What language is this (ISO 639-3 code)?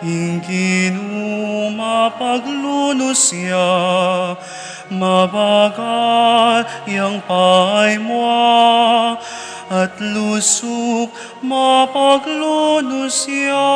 pam